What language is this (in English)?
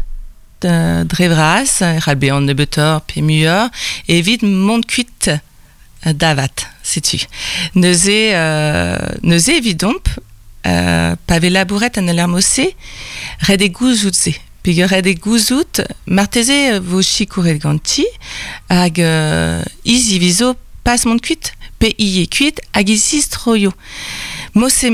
Breton